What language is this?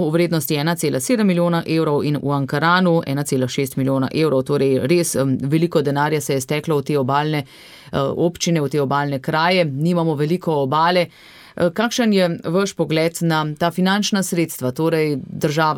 Slovenian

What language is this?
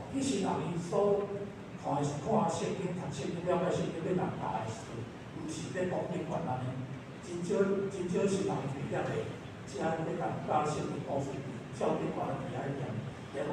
Min Nan Chinese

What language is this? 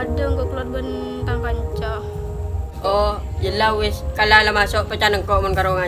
Madurese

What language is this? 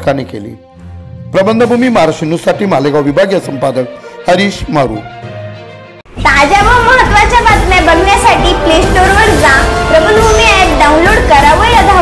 Marathi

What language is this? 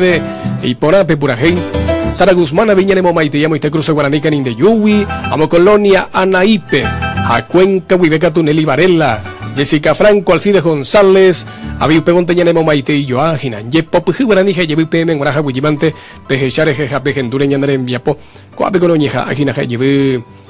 Guarani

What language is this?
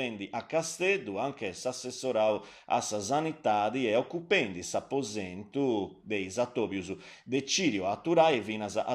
Sardinian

